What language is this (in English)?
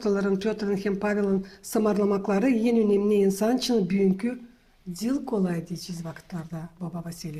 Gagauz